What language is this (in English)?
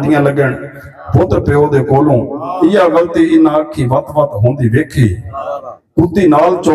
Saraiki